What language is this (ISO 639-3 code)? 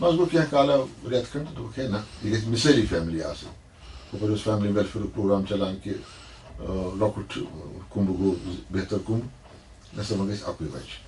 kas